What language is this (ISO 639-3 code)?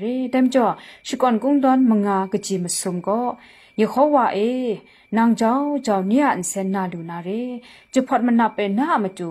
kac